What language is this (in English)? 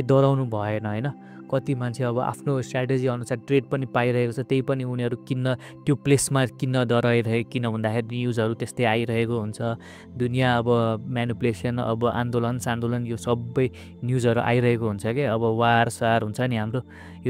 Nepali